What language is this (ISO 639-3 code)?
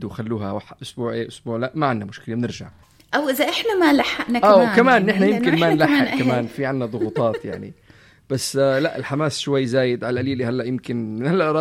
apc